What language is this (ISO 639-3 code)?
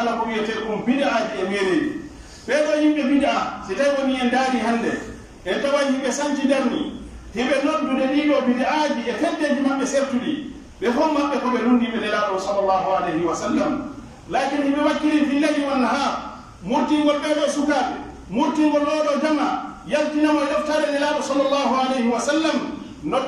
fuf